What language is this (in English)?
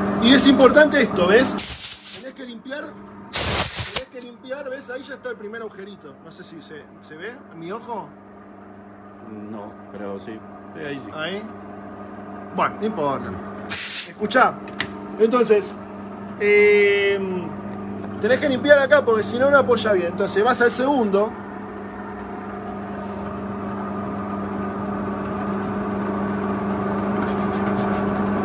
Spanish